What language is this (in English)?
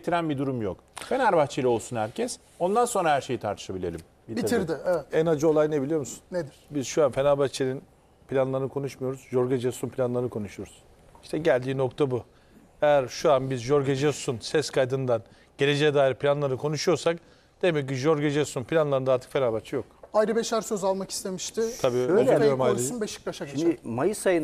Turkish